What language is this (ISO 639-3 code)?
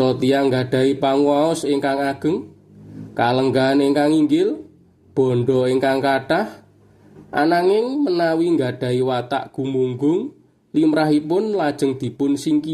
jav